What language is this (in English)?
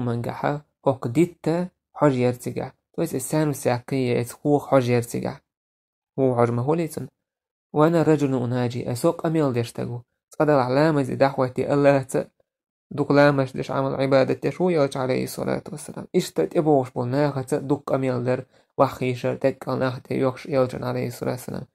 Chechen